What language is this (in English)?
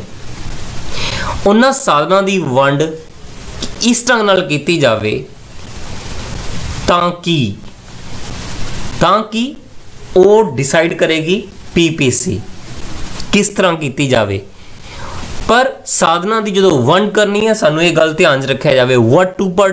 Punjabi